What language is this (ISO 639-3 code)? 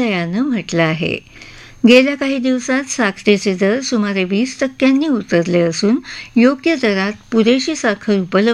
mar